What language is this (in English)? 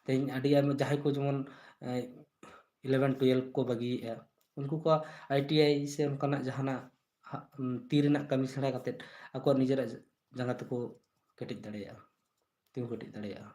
Santali